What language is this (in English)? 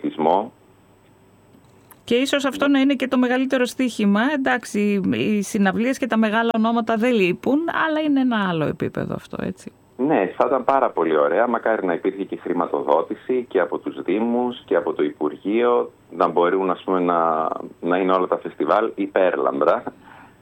Greek